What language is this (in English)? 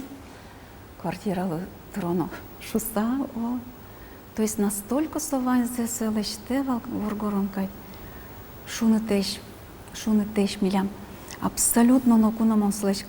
Udmurt